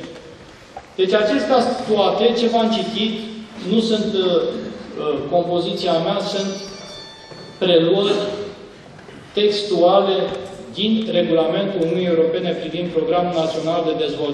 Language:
Romanian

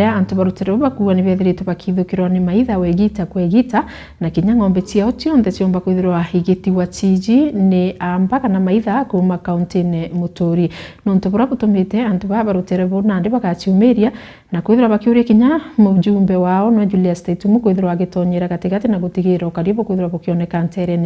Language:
Meru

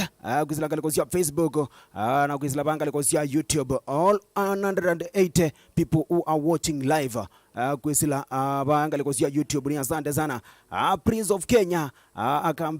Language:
Kamba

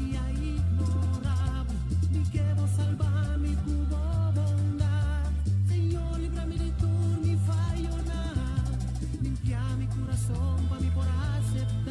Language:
Papiamento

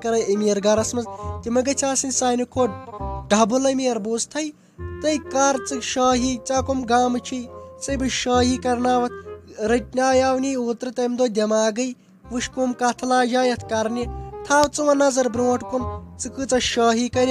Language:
Kashmiri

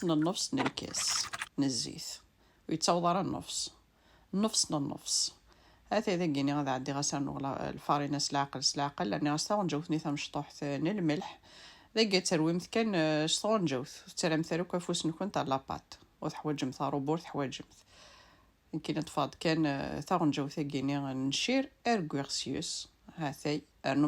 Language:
Kabyle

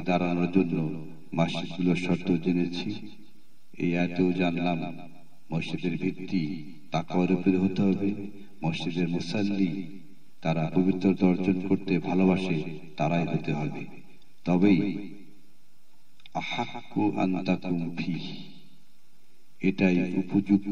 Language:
Bangla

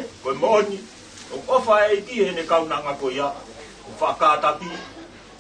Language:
Tongan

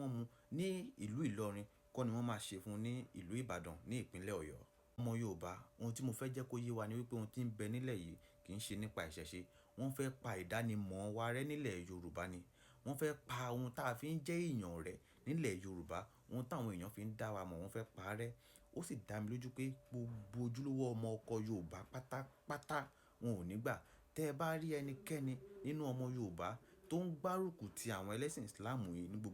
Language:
Yoruba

